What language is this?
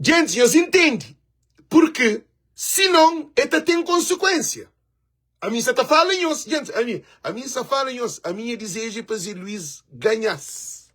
Kabuverdianu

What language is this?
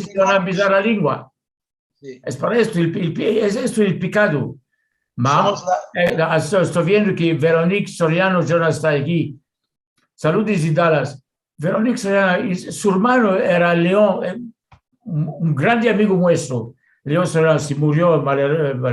Ladino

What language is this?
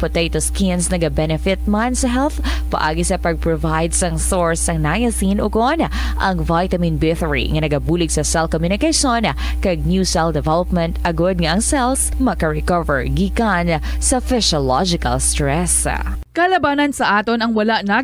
Hiligaynon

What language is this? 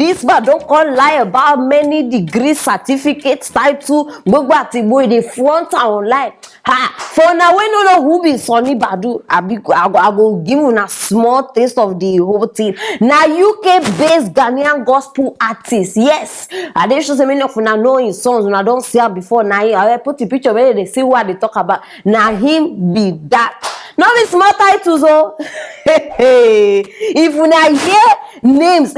Nigerian Pidgin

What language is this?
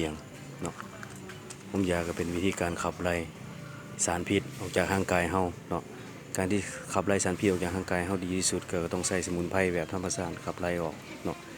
Lao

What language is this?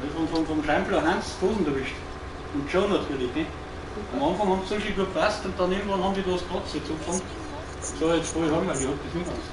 Bavarian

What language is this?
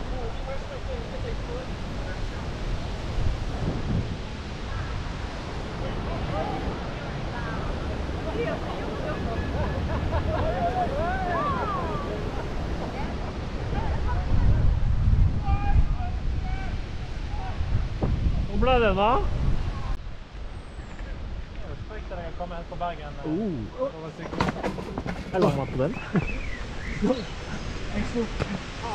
Norwegian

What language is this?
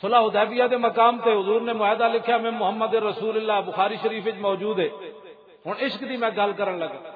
Western Panjabi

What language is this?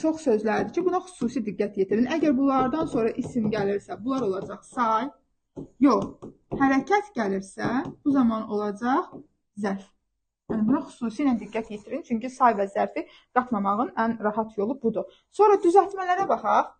Azerbaijani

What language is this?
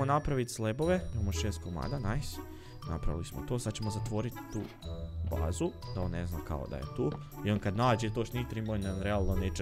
Croatian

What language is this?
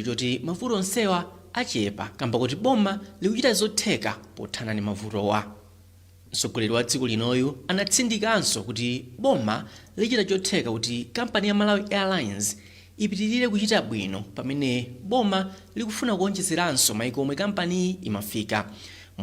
Nyanja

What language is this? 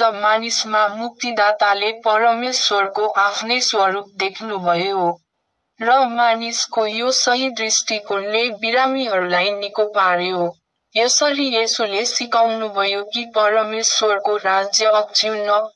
Nepali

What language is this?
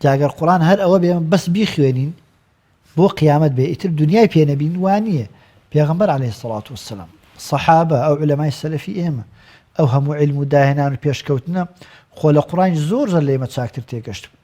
Central Kurdish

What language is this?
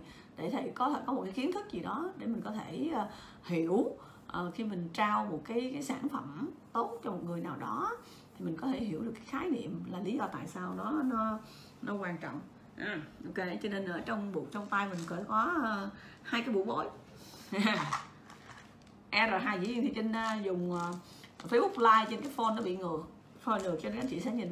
Vietnamese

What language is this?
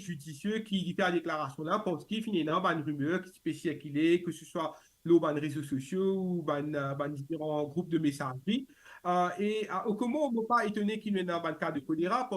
Morisyen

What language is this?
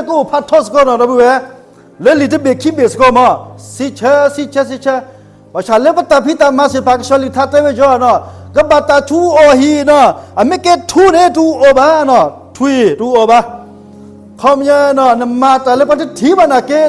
S'gaw Karen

